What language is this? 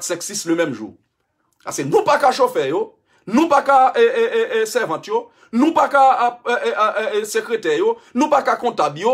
Haitian Creole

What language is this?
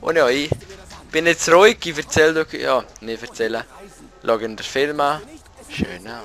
Swiss German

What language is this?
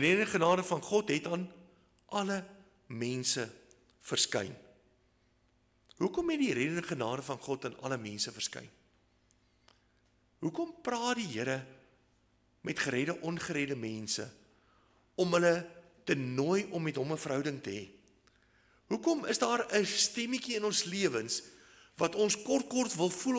Afrikaans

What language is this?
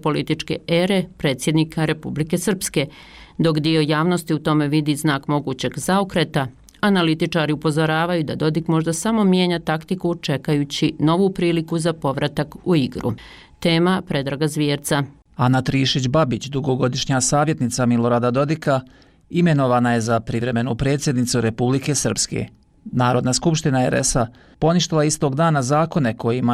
Bosnian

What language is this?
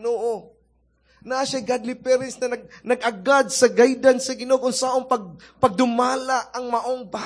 Cebuano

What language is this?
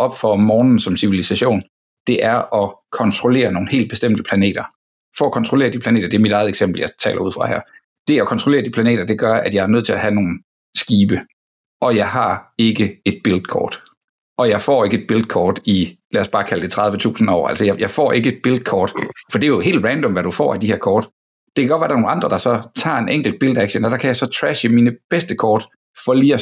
Danish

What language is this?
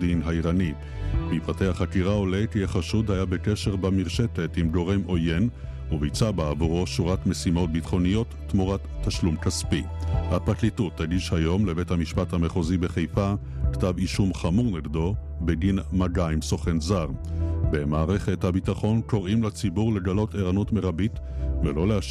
Hebrew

